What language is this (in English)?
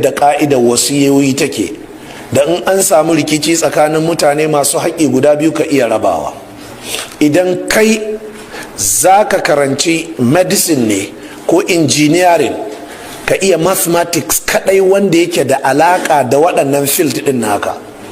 Hausa